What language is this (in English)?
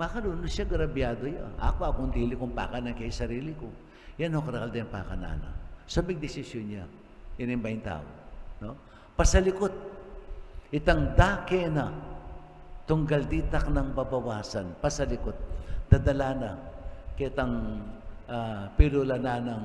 Pampanga